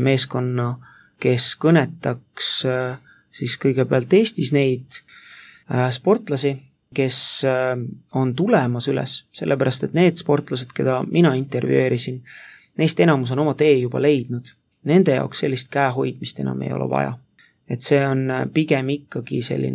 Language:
Estonian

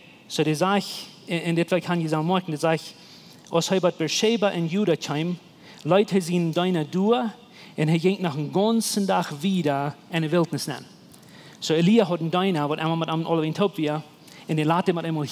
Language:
Plautdietsch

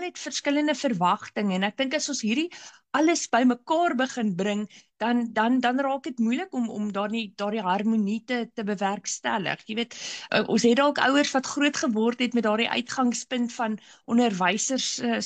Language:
Afrikaans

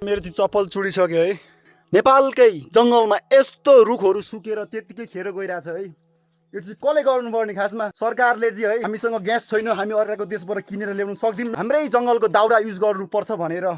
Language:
Nepali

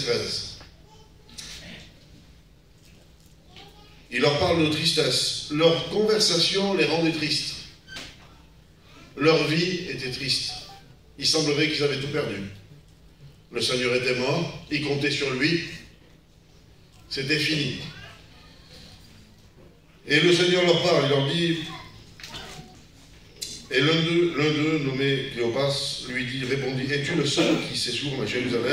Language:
French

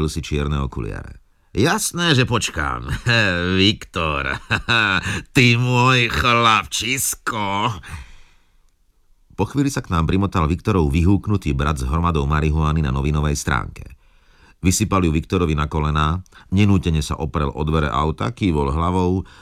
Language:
Slovak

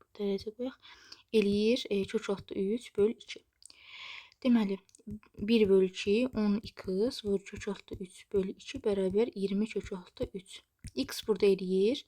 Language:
Azerbaijani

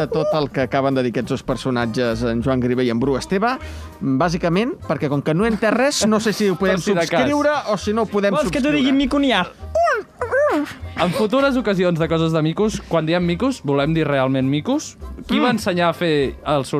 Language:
Catalan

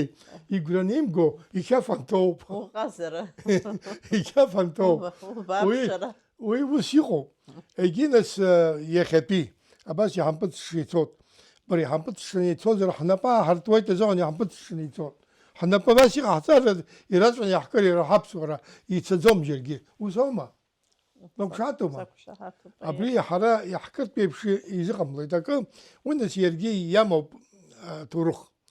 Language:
Abkhazian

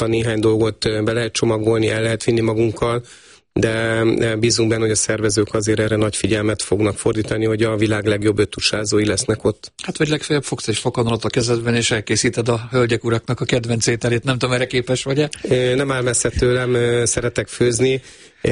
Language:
Hungarian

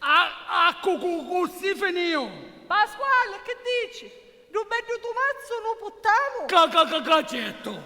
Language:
Sicilian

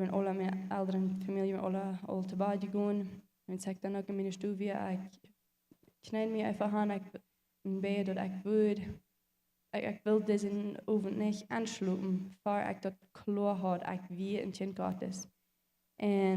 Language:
Plautdietsch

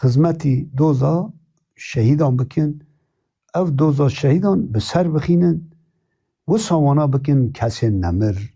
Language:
Kurdish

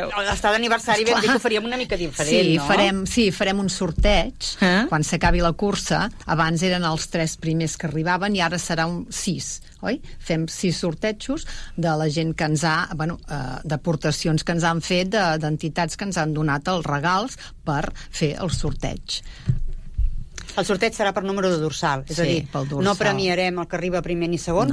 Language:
Catalan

